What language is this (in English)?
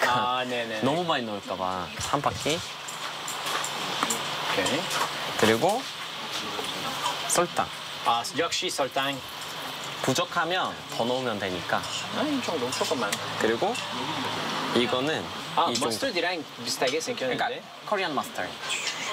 Korean